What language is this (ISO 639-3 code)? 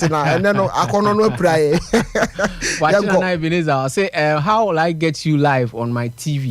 aka